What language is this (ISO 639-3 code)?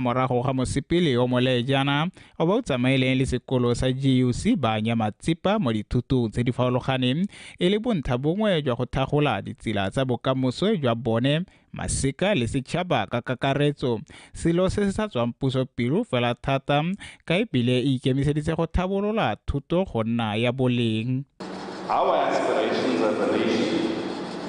tsn